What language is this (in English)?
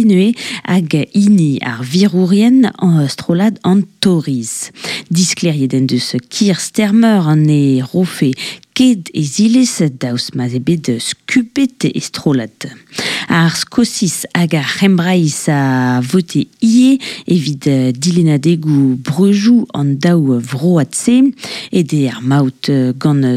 Breton